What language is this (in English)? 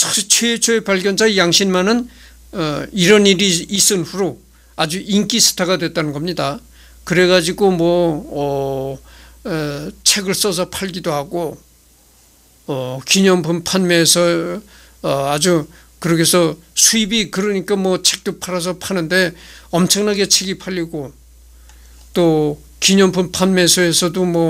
Korean